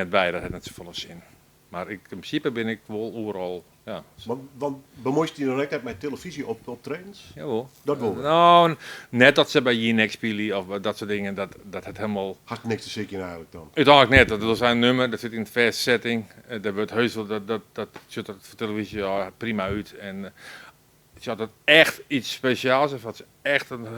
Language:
Western Frisian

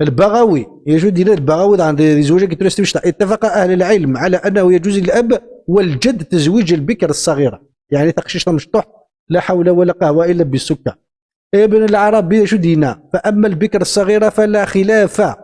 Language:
Kabyle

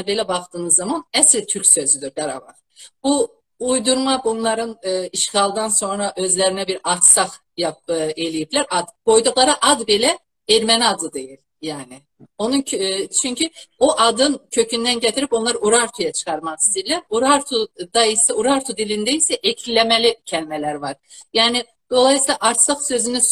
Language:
South Azerbaijani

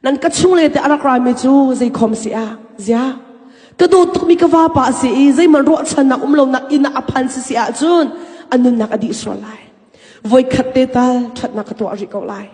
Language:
Hakha Chin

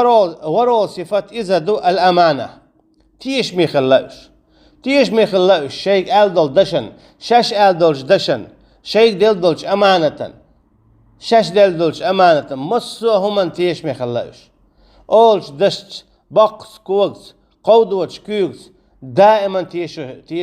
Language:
Chechen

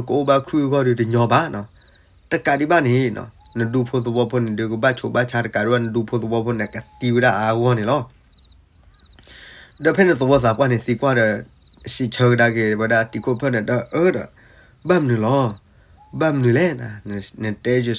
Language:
S'gaw Karen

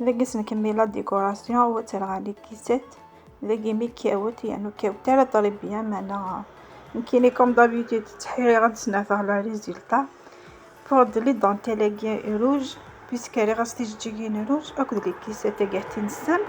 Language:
Kabyle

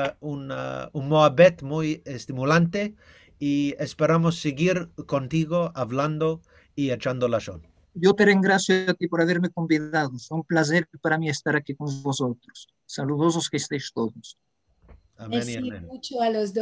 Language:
Ladino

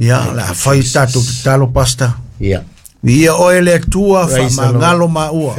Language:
Samoan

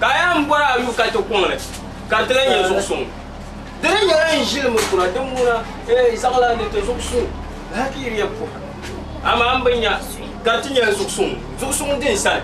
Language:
Dagbani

